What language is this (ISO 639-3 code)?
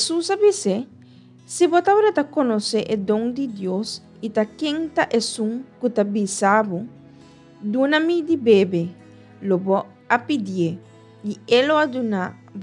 pap